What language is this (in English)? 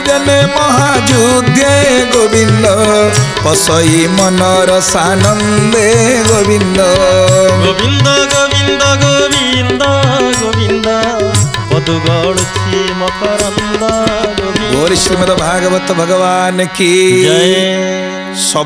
Odia